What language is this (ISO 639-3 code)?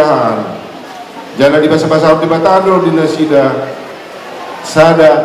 bbc